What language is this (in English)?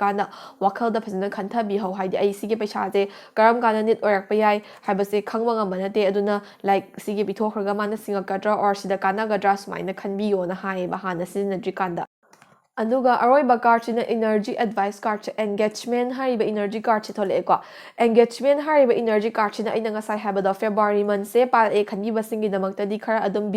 Manipuri